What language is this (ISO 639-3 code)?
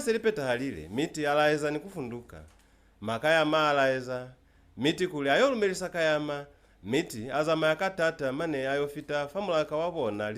loz